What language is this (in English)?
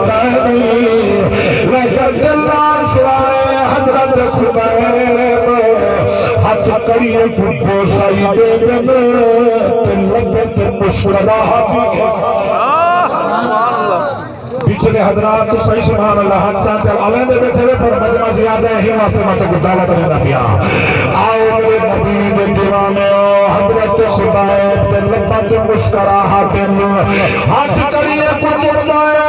Saraiki